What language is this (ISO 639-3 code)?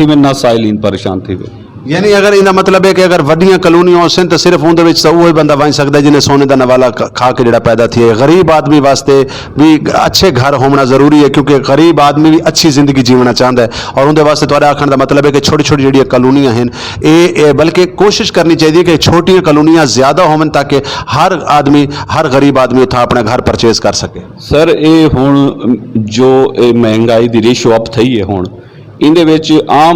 skr